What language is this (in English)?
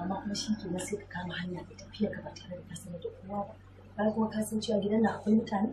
Hausa